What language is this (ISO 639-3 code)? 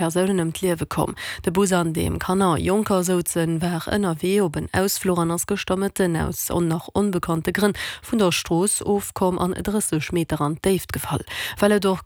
ltz